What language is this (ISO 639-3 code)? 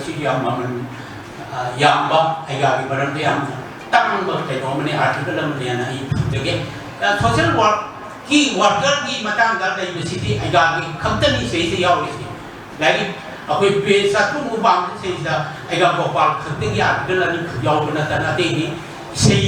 mni